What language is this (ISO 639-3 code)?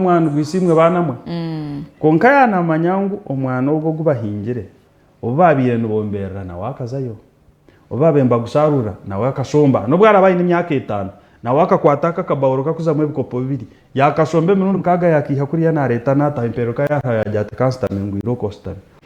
nyn